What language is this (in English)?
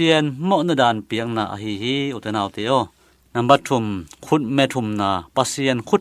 Tedim Chin